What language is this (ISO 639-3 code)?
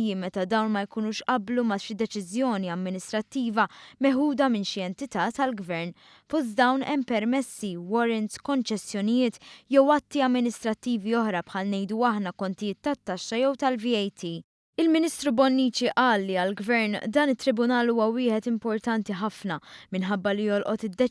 mlt